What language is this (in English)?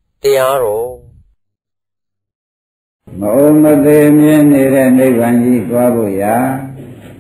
Burmese